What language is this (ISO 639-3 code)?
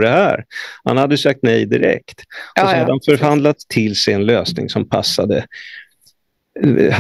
swe